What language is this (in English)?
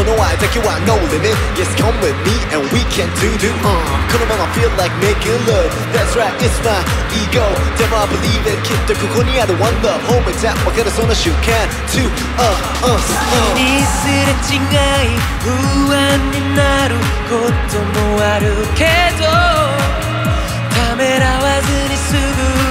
Japanese